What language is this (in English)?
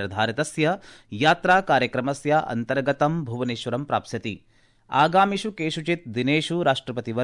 Sanskrit